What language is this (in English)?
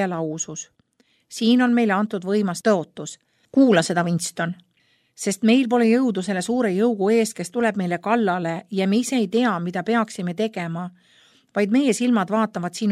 Estonian